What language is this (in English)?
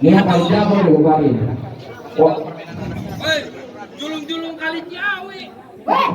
Betawi